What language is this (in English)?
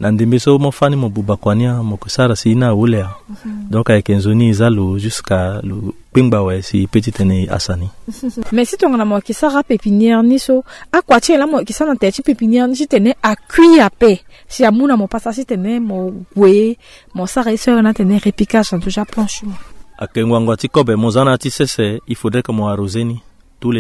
Sango